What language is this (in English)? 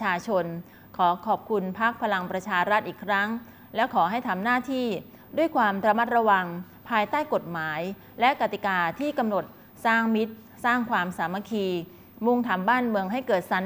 Thai